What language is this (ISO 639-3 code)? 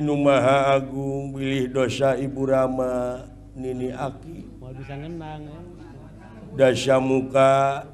sun